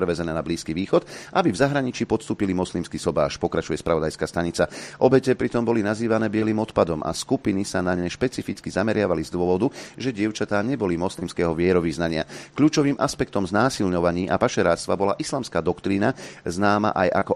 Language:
Slovak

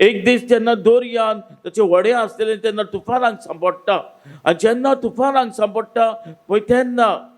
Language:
Konkani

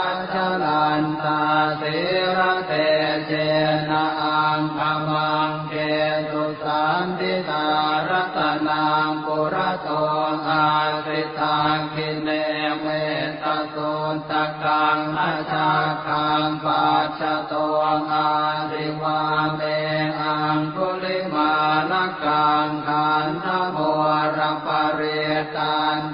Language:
Pali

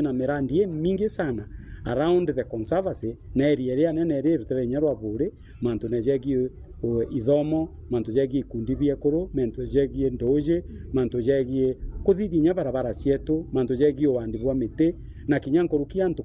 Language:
Meru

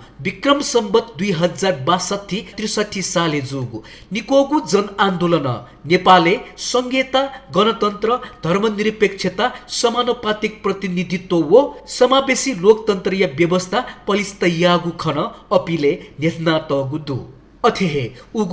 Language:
Newari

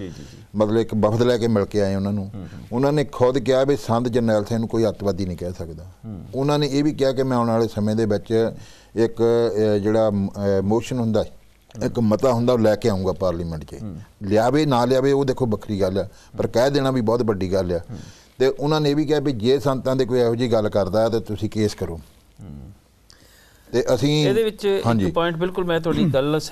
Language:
Punjabi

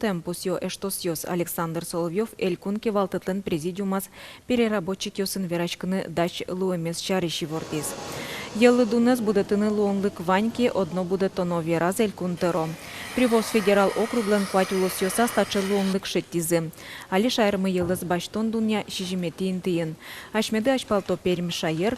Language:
Udmurt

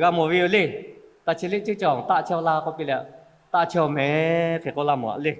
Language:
Lahu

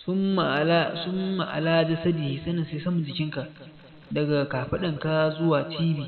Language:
Hausa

